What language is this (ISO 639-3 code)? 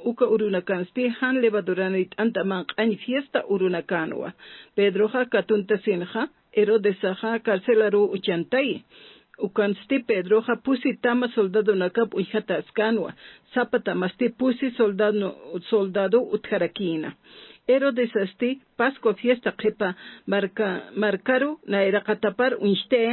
aym